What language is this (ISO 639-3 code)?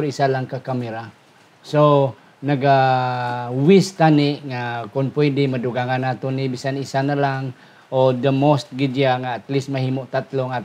hil